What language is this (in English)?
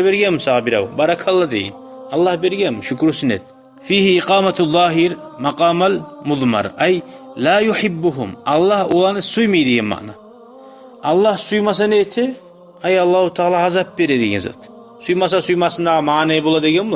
Kumyk